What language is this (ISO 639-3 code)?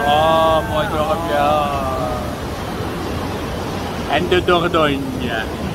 nld